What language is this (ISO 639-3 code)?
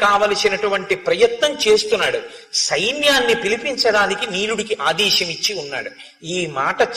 tel